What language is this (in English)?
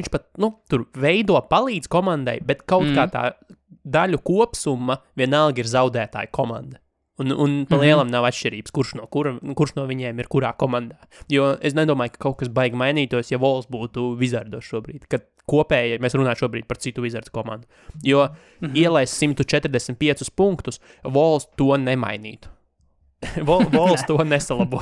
Latvian